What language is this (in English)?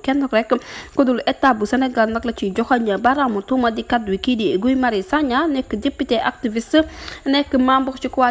Wolof